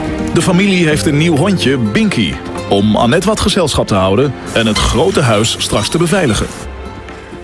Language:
Dutch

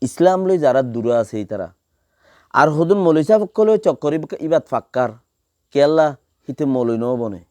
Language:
Rohingya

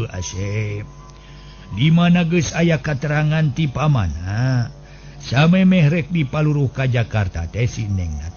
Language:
Sundanese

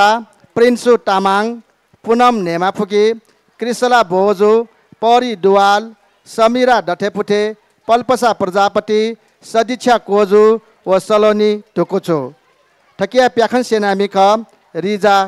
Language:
Newari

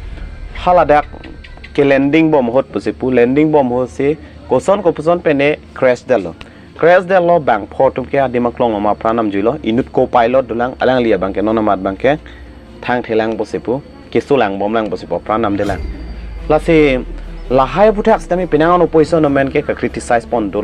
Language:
Karbi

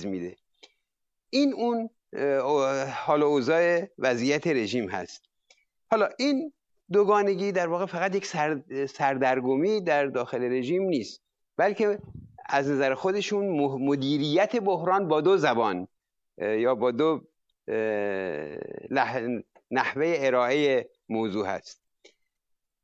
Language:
Persian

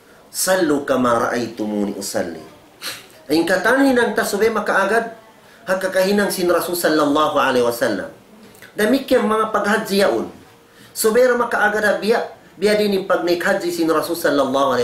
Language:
Tausug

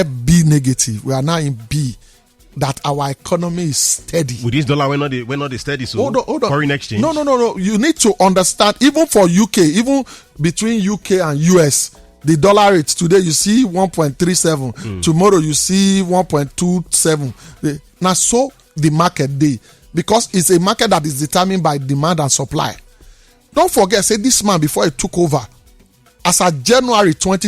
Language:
Nigerian Pidgin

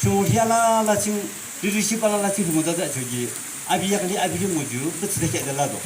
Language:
Yimchungru Naga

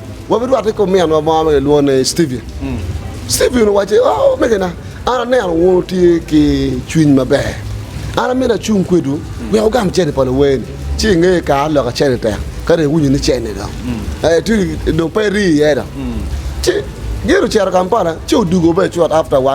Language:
Acoli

